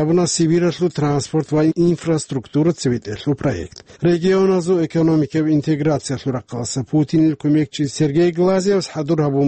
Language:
Avaric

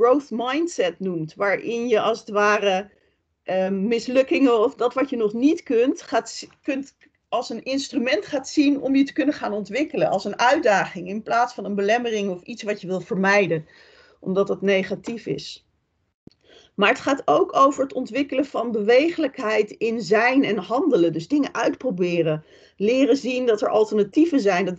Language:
Dutch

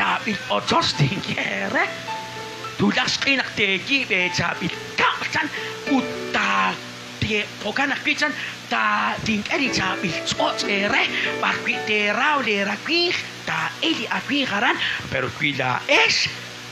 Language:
Kekchí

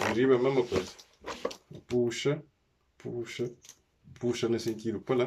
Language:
Kabuverdianu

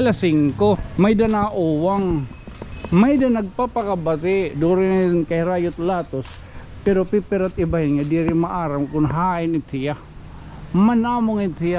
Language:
Waray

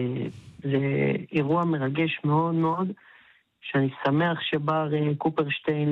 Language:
Hebrew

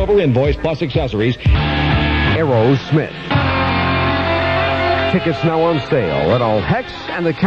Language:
English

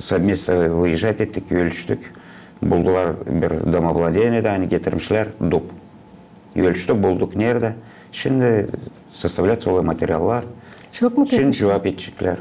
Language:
Gagauz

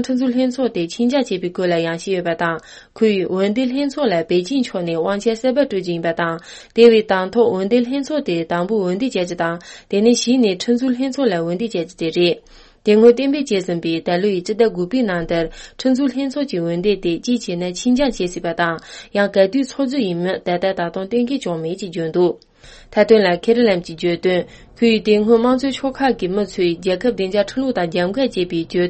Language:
Tibetan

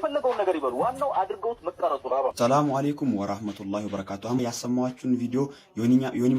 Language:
Amharic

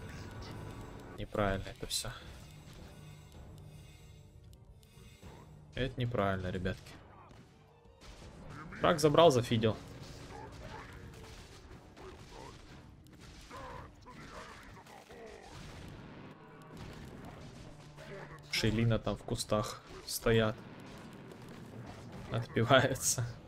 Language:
Russian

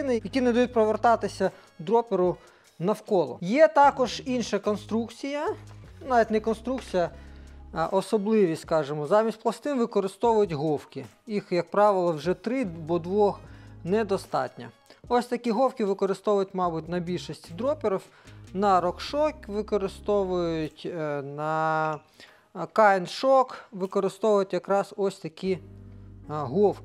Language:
Ukrainian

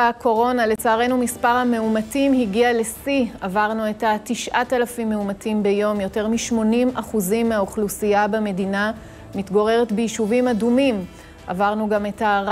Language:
Hebrew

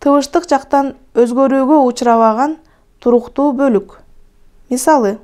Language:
Kyrgyz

